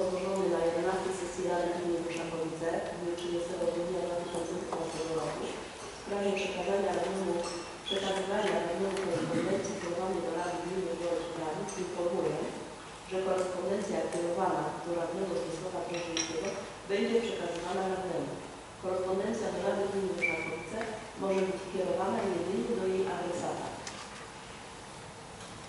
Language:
Polish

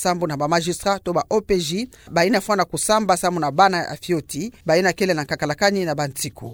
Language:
Kituba (Democratic Republic of Congo)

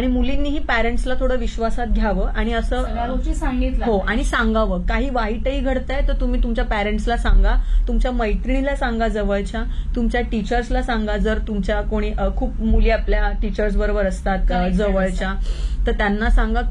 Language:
Marathi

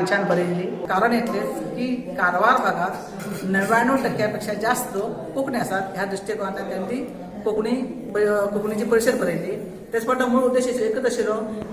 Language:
Konkani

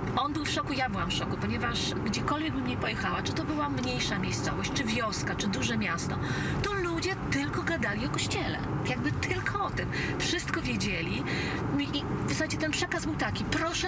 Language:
Polish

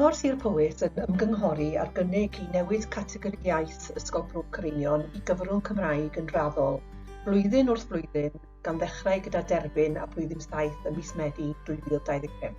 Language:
Welsh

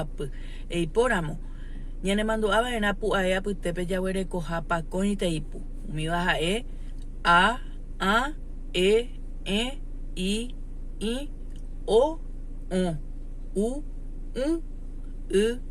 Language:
Guarani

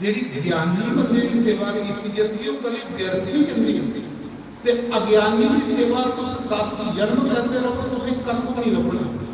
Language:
Dogri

